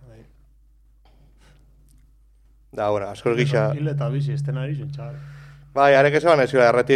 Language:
Basque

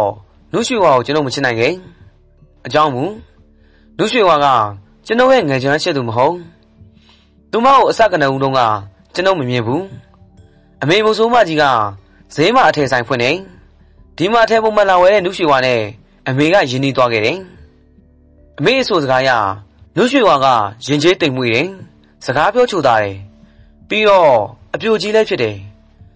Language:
Burmese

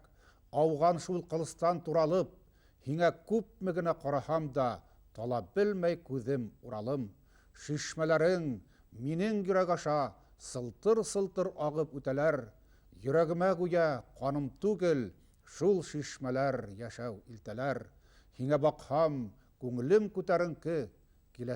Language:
Bashkir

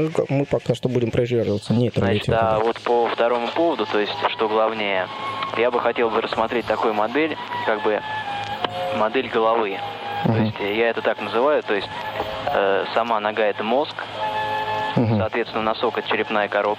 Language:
Russian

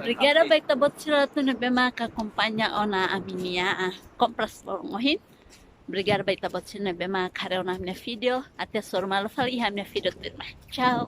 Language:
Tetum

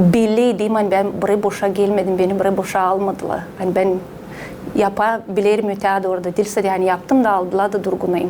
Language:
Gagauz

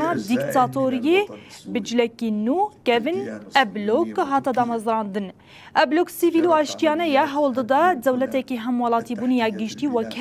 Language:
Kurdish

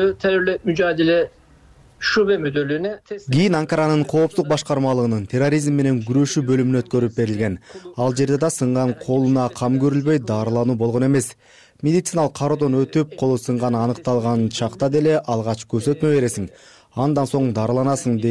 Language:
Kyrgyz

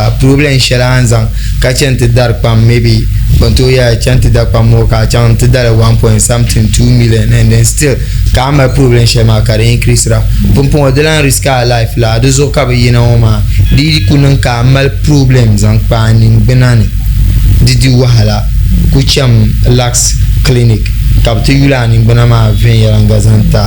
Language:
Dagbani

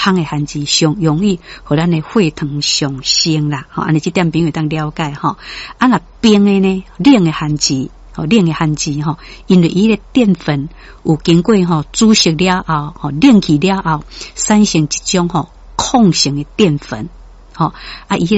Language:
Min Nan Chinese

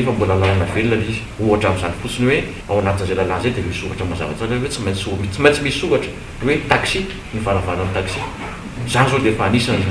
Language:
Malagasy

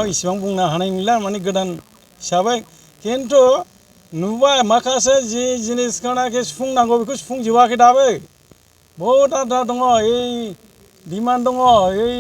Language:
Bodo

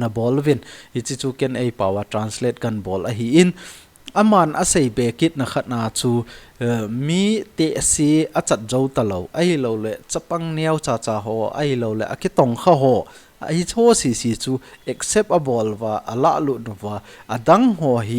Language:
Thado Chin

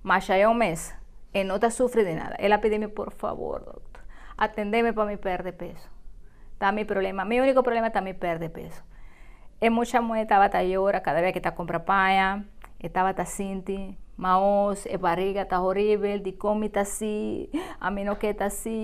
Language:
Papiamento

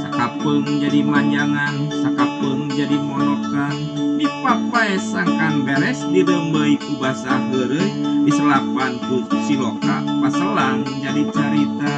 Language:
Sundanese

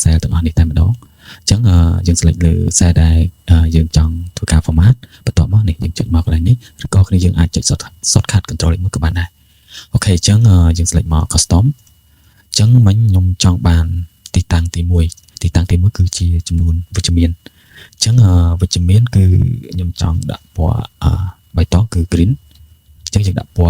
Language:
Khmer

